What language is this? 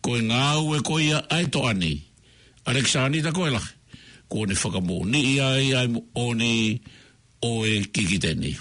Tongan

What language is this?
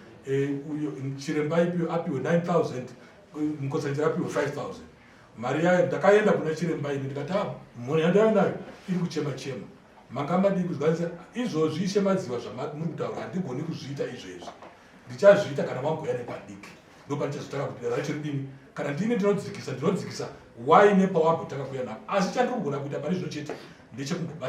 Shona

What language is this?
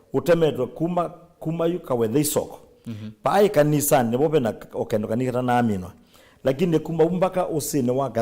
Kamba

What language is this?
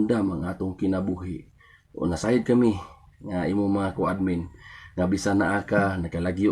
Cebuano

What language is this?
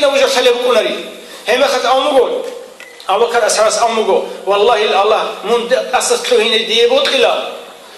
Avaric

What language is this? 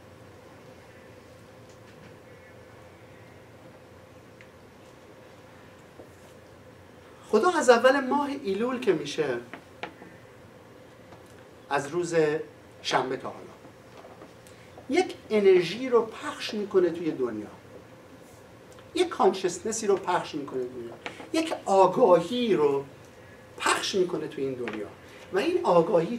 Persian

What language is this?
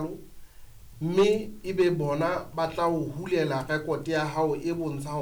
Southern Sotho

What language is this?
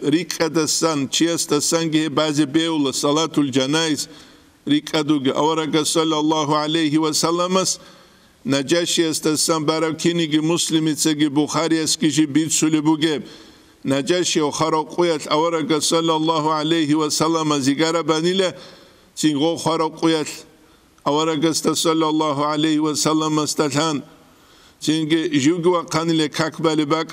Avaric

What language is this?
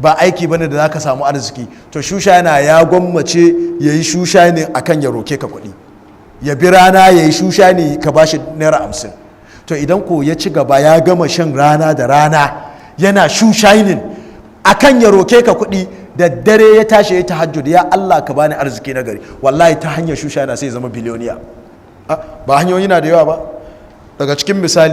Hausa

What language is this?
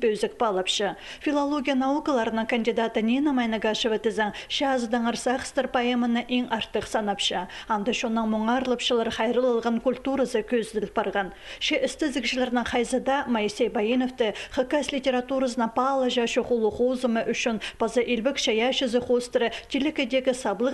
Khakas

